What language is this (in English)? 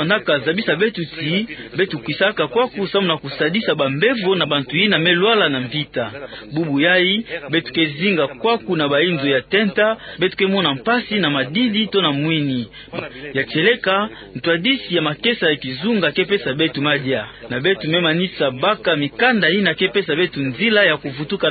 Kituba (Democratic Republic of Congo)